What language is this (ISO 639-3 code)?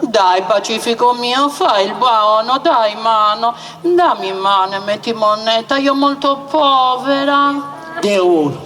srd